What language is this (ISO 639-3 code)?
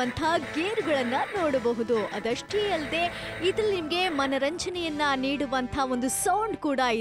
kan